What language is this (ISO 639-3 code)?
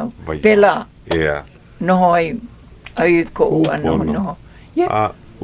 haw